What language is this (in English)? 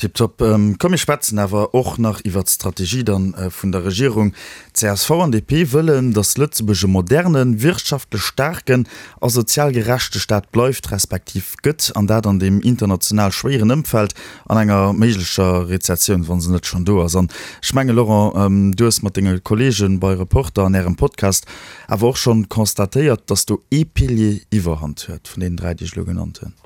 Luxembourgish